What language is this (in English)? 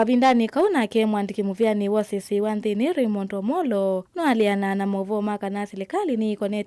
Kamba